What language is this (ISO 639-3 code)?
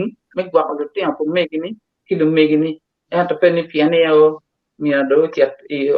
ach